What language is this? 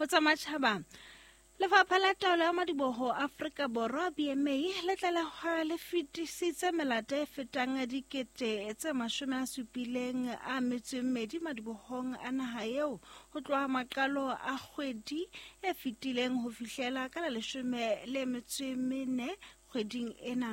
Southern Sotho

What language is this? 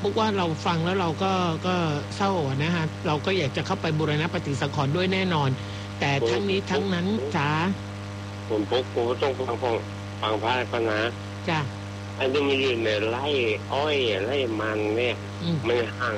Thai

